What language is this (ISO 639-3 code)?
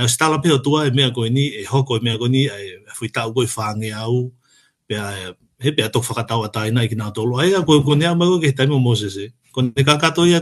ton